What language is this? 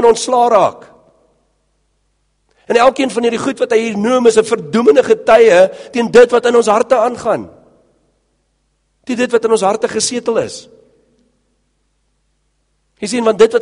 Afrikaans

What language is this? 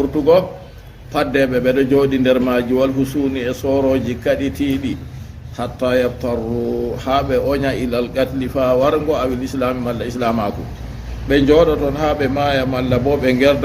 Fula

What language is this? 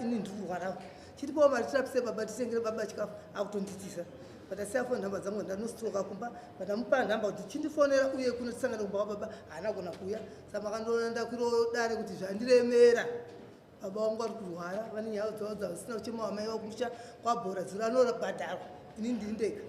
Shona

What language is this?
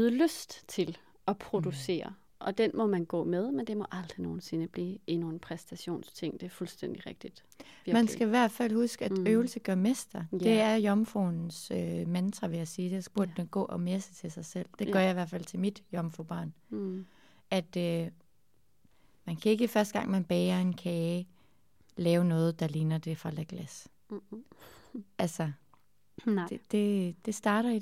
Danish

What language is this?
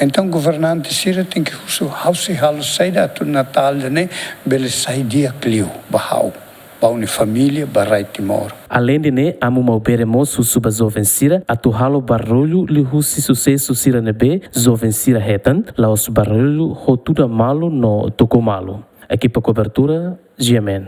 Tetum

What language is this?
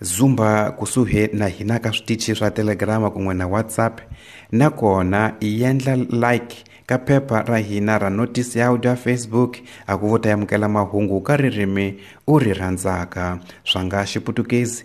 Tsonga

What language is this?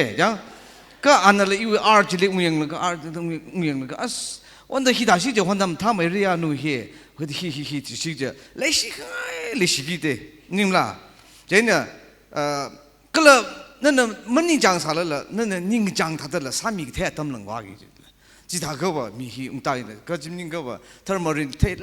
Tangkhul Naga (India)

